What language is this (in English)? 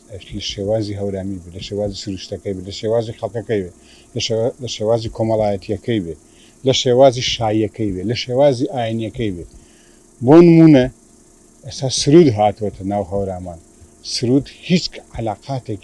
Central Kurdish